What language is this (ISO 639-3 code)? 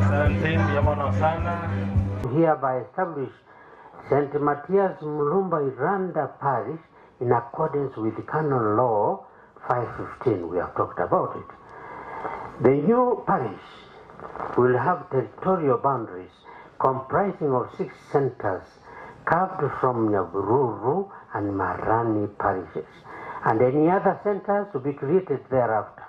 guz